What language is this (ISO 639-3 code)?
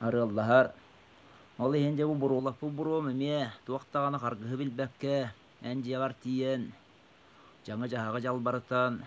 sah